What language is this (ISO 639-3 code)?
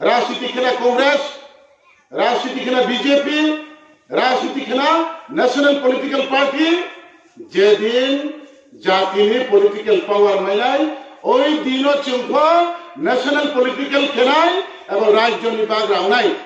ria